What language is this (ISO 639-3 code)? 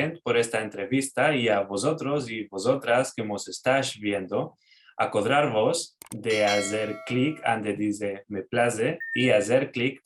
lad